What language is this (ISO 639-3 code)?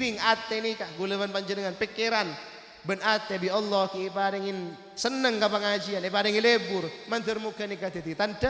mad